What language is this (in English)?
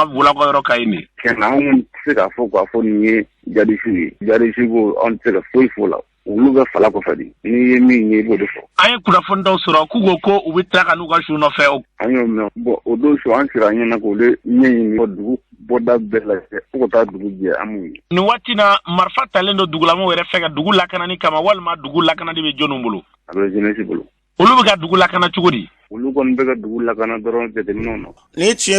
Bambara